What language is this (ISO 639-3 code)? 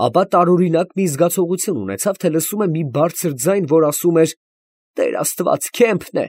hye